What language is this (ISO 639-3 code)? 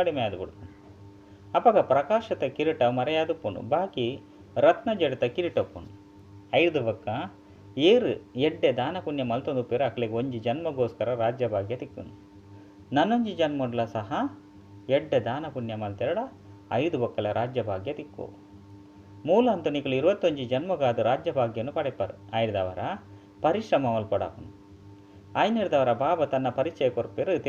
tcy